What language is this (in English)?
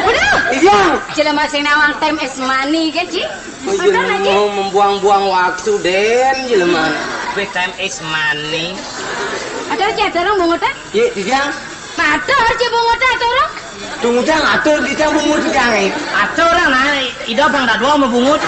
Balinese